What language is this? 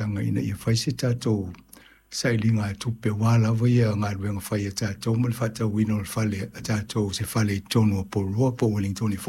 Samoan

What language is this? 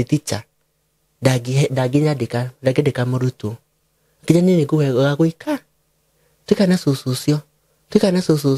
Kikuyu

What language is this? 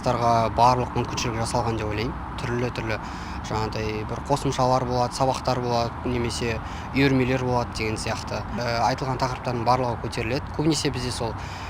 Kazakh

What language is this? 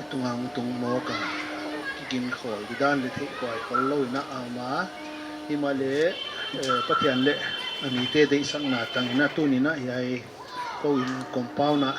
Paite Chin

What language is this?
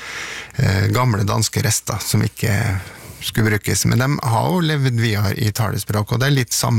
Norwegian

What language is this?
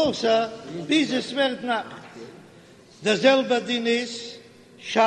Yiddish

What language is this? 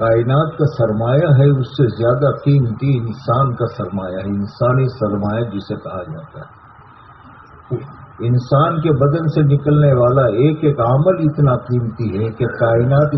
Urdu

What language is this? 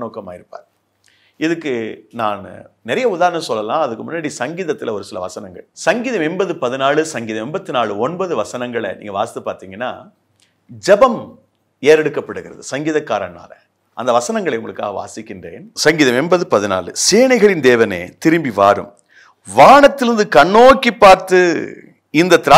Tamil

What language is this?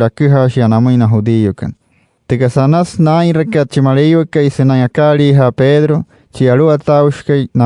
Wayuu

